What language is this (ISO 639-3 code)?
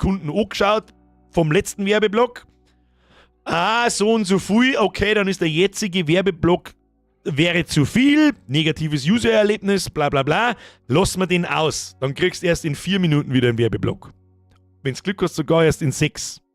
bar